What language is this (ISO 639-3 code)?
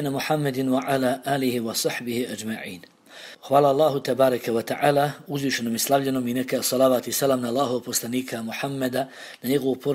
bos